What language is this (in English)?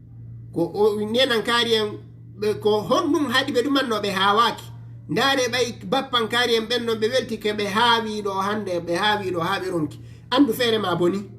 Fula